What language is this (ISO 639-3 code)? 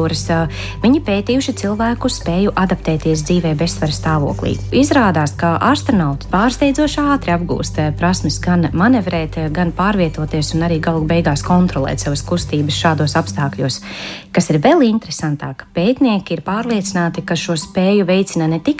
lav